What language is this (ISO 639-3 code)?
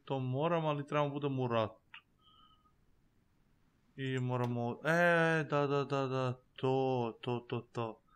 srp